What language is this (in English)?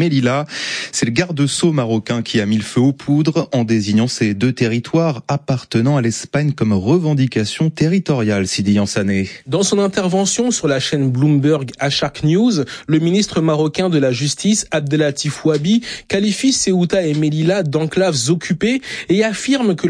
French